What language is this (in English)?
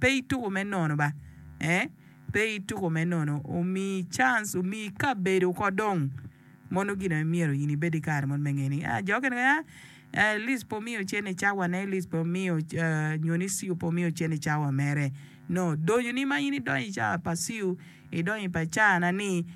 Acoli